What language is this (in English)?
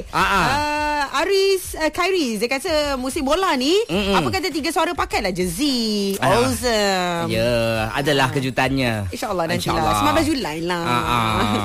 Malay